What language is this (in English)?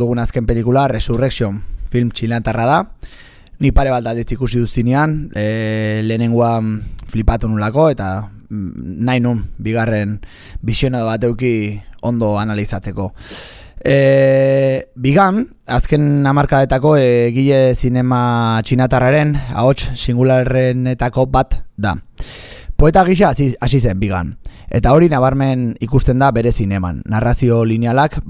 Basque